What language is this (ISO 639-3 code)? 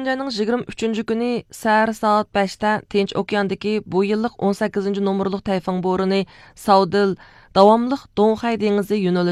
uig